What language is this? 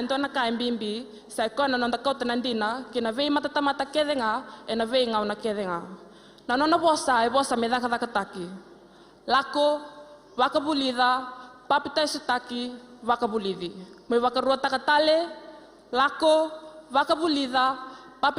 Fijian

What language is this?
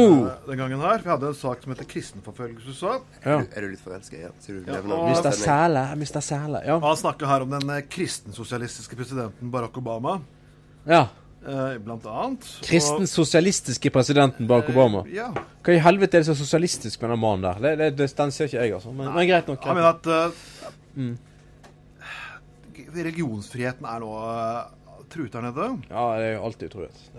Norwegian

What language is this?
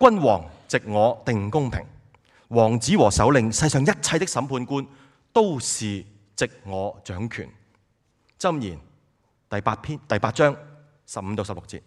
Cantonese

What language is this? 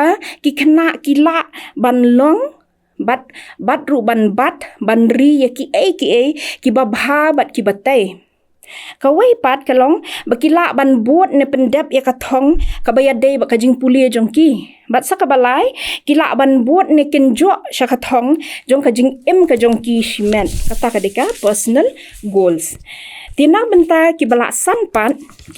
Khasi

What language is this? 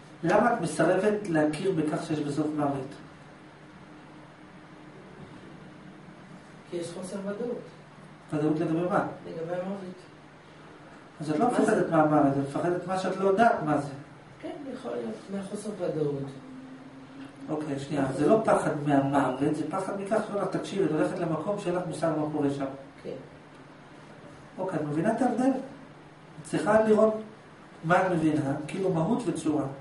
Hebrew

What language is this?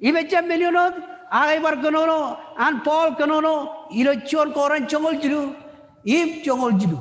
Marshallese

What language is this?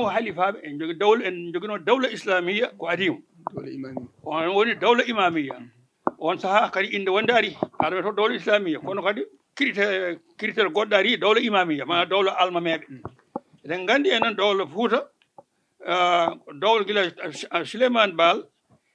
Fula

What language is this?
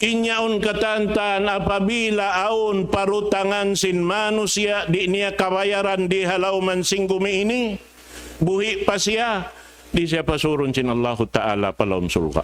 Tausug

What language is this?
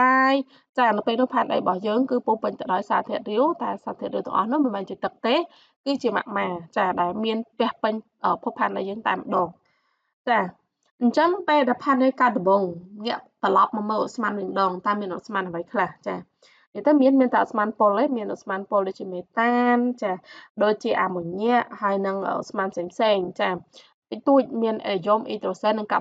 Khmer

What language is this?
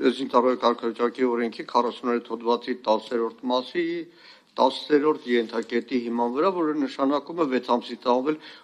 Armenian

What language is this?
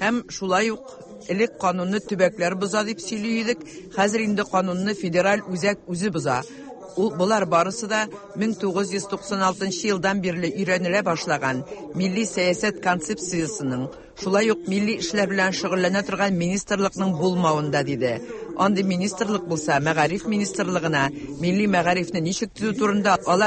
Tatar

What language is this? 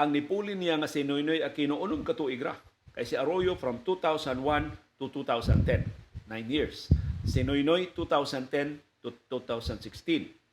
Cebuano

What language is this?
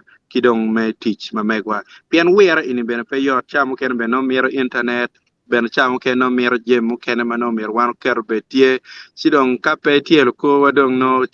Acoli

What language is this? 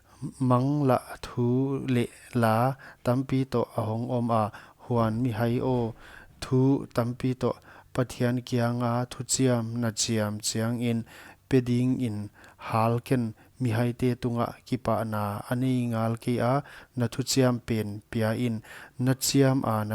Paite Chin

